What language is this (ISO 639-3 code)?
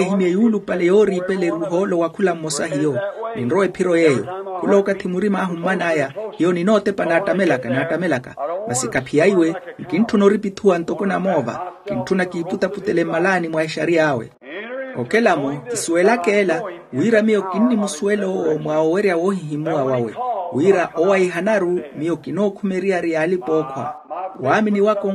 vmw